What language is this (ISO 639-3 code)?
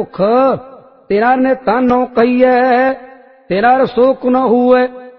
pan